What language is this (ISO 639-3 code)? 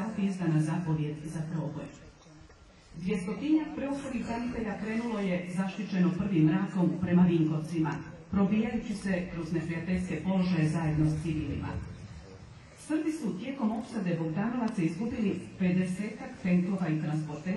hrv